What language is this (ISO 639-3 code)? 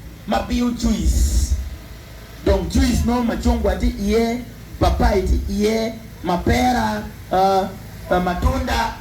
ach